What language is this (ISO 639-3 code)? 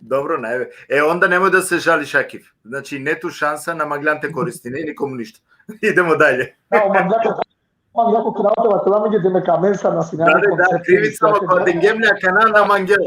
rmn